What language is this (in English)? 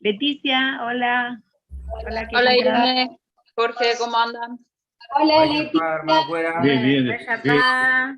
Guarani